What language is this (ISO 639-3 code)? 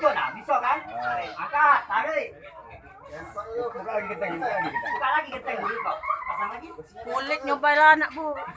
mui